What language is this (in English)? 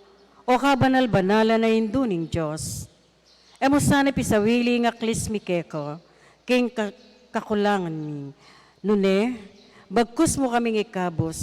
Pampanga